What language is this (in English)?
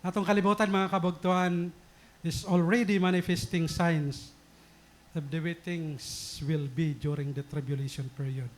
Waray